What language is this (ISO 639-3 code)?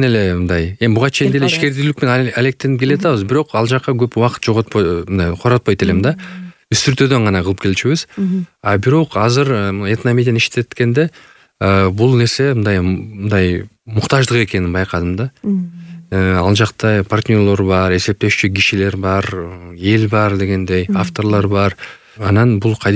kir